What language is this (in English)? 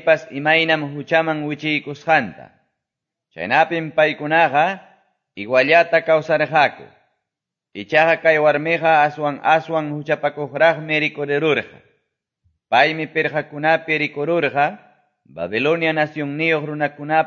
Quechua